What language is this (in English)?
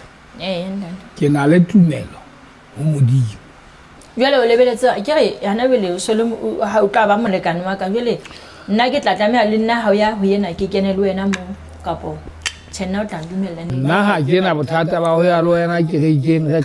Southern Sotho